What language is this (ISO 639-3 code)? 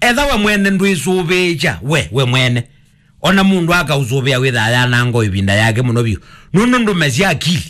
kam